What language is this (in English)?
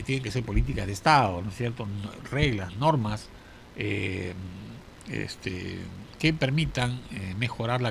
Spanish